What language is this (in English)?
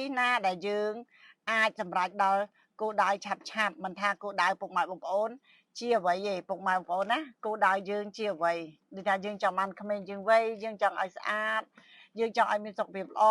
Khmer